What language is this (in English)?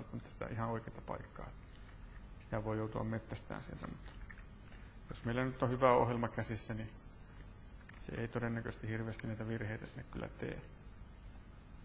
Finnish